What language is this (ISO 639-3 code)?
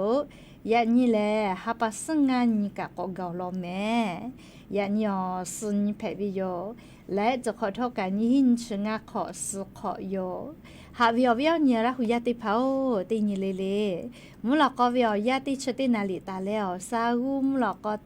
lhu